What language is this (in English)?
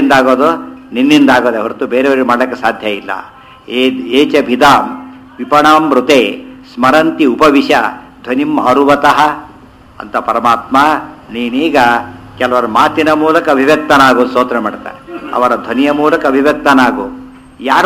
Kannada